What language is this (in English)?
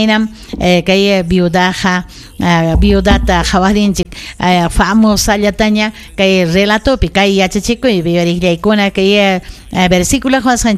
Ayacucho Quechua